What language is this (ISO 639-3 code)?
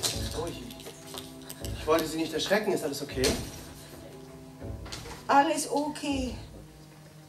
deu